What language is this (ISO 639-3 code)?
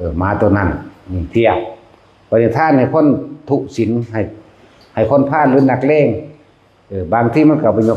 lao